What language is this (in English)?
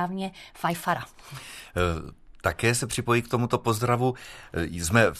Czech